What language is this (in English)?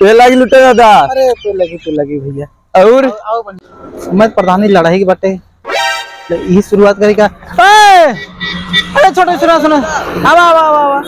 Awadhi